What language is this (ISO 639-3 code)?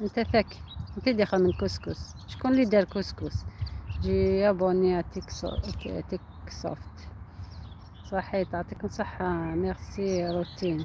arq